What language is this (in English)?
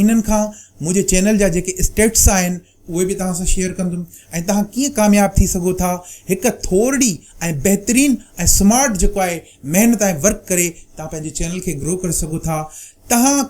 Sindhi